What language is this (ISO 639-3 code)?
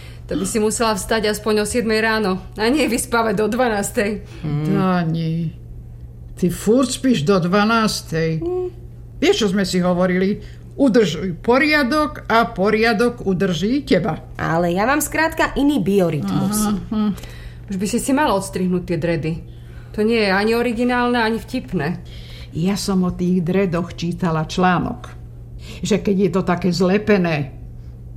slk